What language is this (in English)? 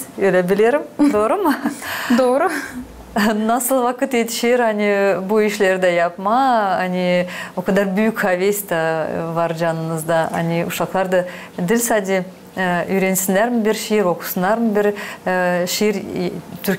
Gagauz